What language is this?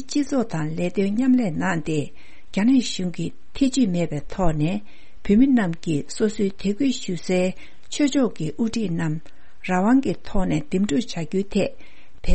Tibetan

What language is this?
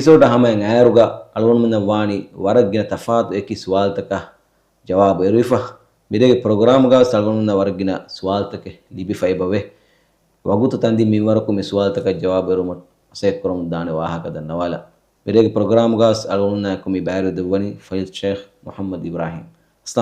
Divehi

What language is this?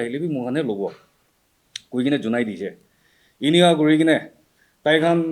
Naga Pidgin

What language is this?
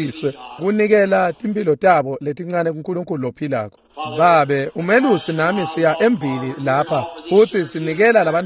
Swati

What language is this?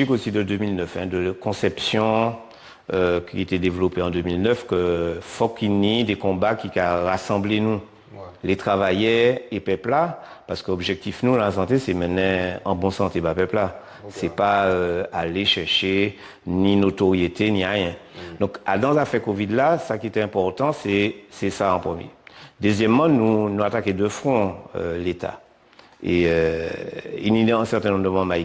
Guadeloupean Creole French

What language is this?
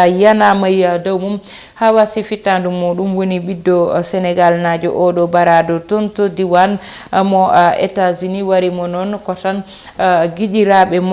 Fula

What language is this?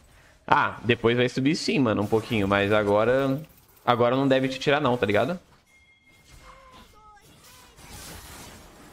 Portuguese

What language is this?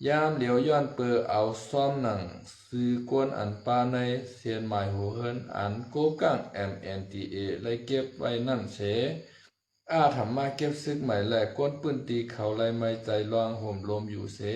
Shan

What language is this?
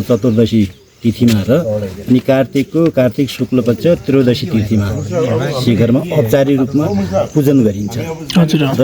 Nepali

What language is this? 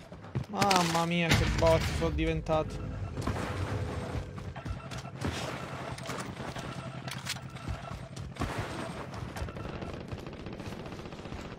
Italian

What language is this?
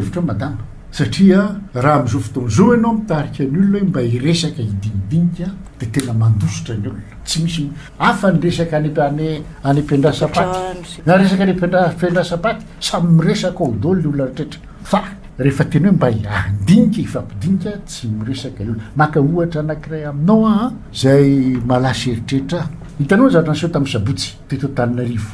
Malagasy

